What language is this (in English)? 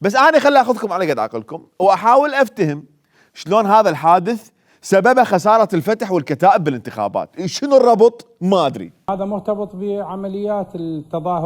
Mesopotamian Arabic